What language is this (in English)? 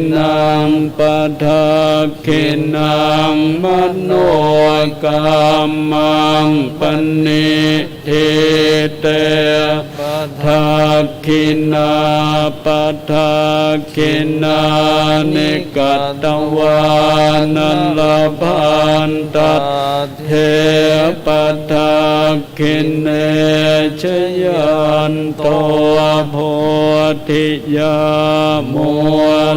Pali